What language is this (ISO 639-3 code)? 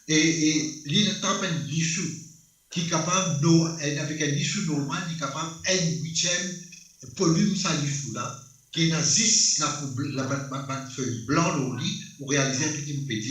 mfe